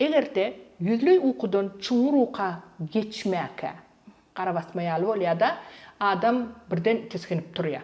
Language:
Turkmen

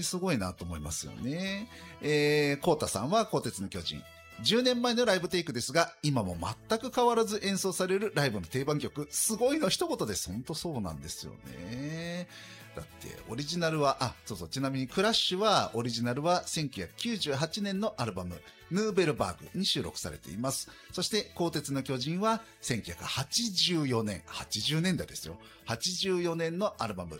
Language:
Japanese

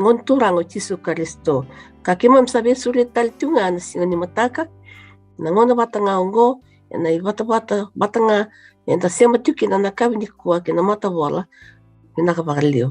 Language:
Fijian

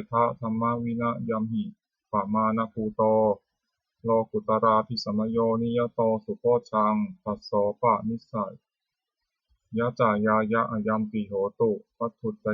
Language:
Pali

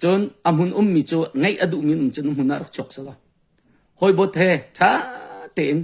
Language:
Hakha Chin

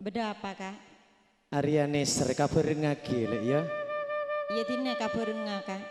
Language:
Madurese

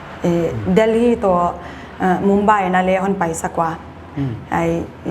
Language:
Paite Chin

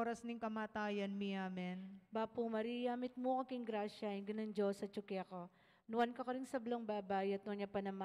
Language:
Pampanga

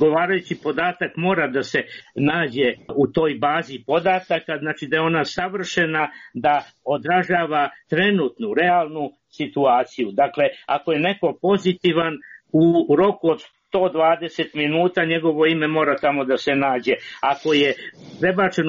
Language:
Serbian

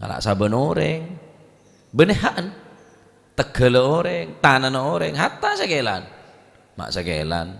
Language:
Madurese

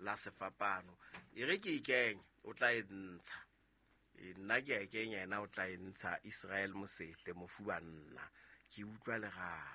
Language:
Southern Sotho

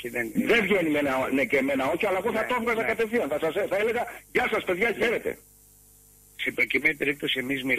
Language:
Greek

